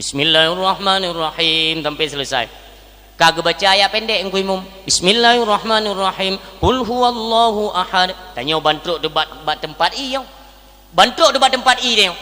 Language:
Achinese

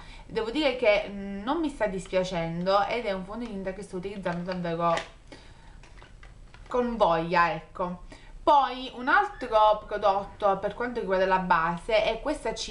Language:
Italian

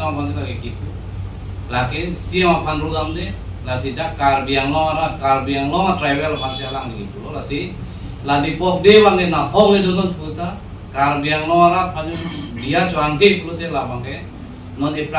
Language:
Karbi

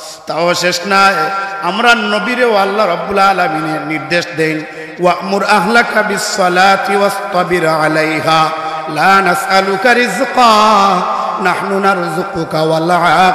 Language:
Sylheti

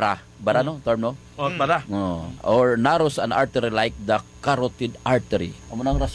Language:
Hiligaynon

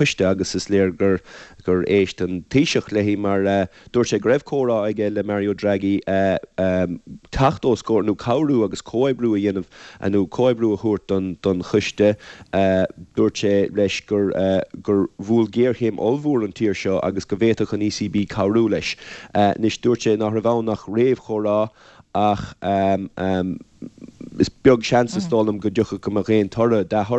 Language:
Irish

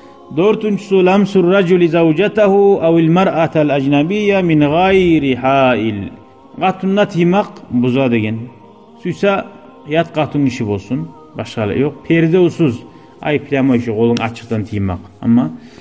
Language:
Kumyk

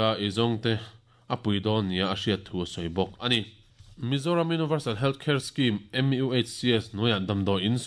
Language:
Mizo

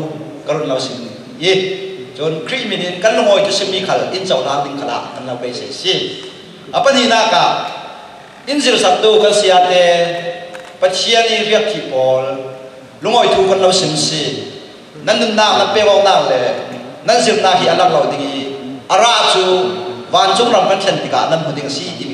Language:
Falam Chin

